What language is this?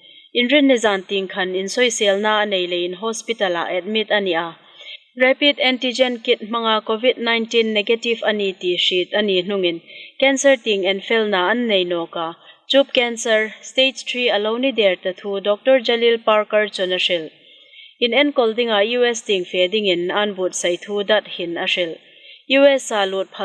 Hmar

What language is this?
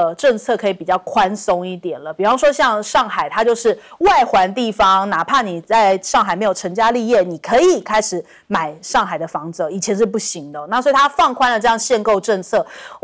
Chinese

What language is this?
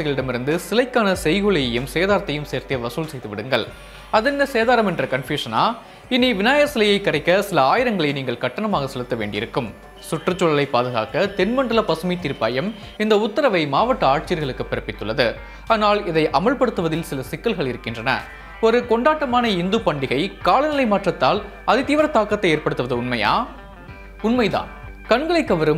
Tamil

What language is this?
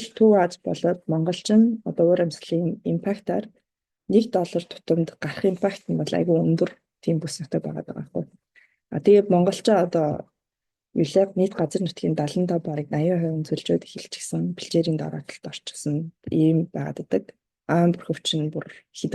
Mongolian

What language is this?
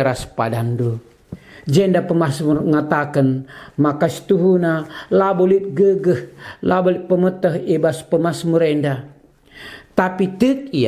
Batak Karo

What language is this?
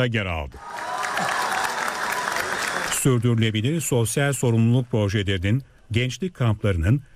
Turkish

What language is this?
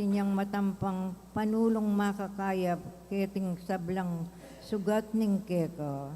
Pampanga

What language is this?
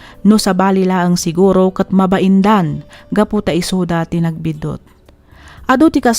Iloko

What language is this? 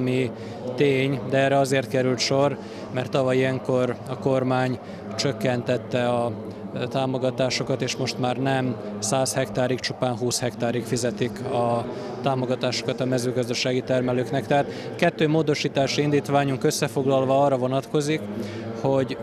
Hungarian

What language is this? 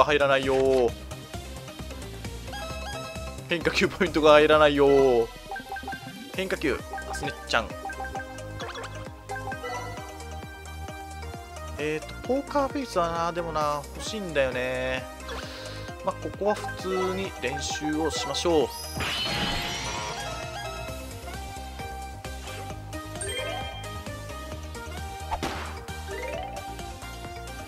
Japanese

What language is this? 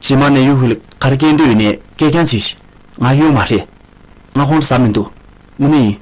Tibetan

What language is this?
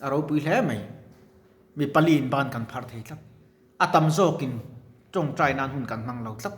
Mizo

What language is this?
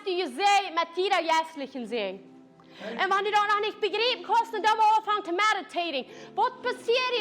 Plautdietsch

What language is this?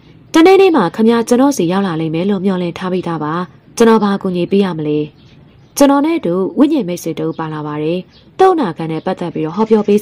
Burmese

